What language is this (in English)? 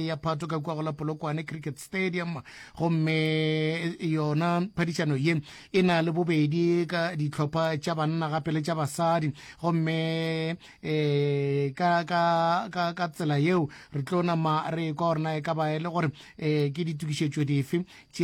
Northern Sotho